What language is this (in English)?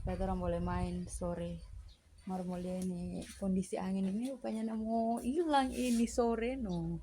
Manado Malay